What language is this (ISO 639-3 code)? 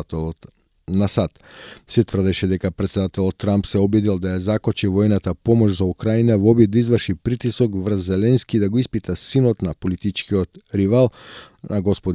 mkd